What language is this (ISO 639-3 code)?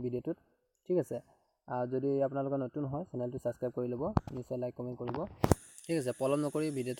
asm